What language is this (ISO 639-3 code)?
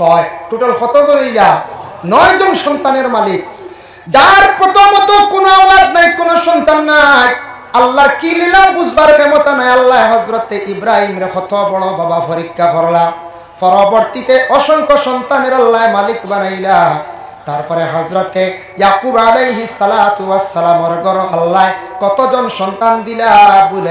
syl